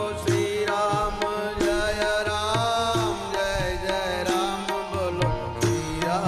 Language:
Gujarati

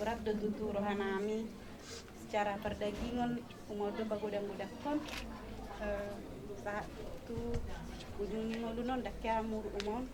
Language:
Batak Toba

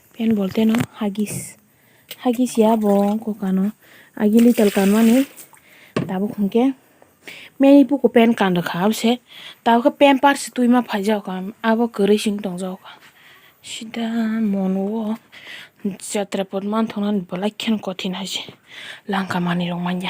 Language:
Kok Borok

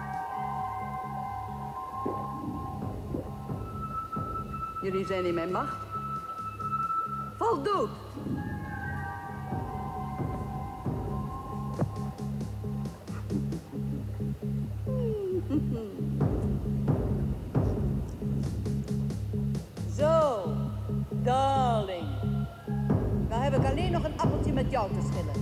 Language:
Dutch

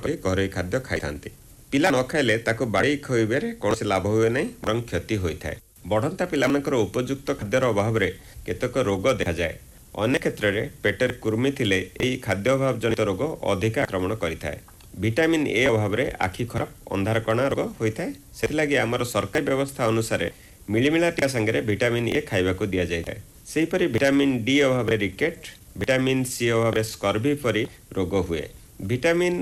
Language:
Odia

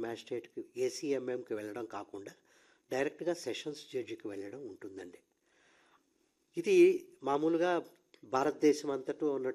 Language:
Telugu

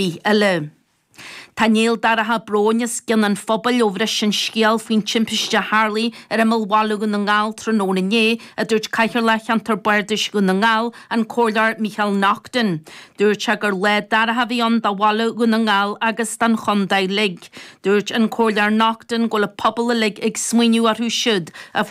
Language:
Irish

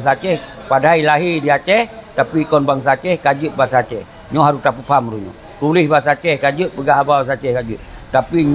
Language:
Achinese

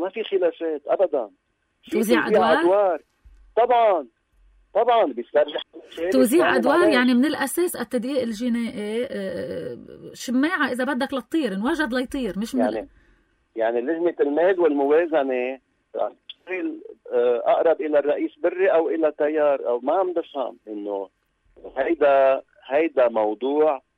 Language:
North Levantine Arabic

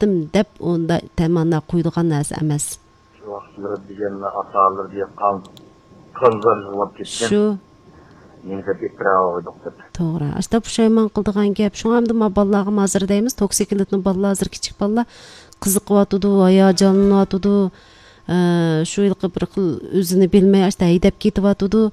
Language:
Uyghur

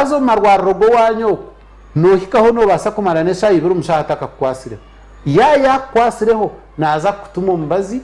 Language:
Nyankole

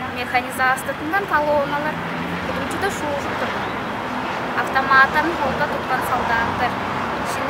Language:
Tuvinian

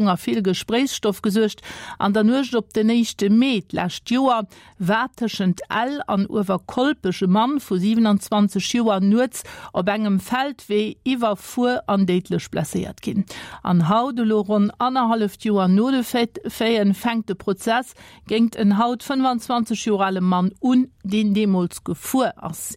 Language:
Luxembourgish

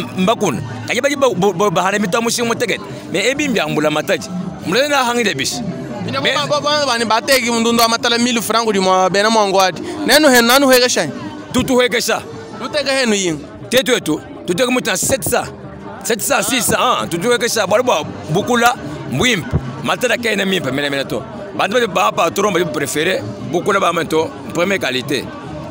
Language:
Luba-Lulua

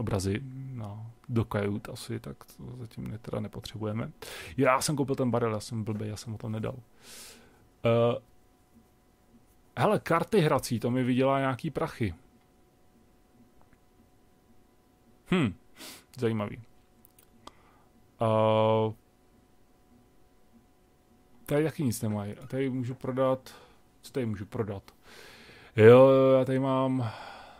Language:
Czech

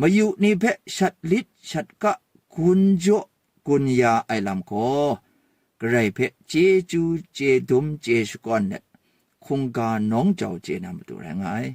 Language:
Kachin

